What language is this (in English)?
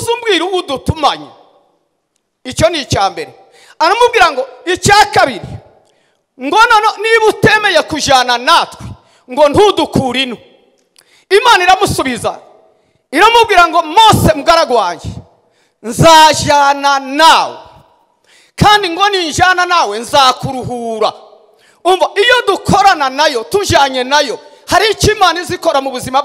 Kinyarwanda